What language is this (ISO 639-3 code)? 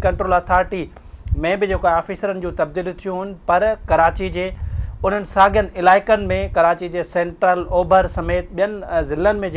snd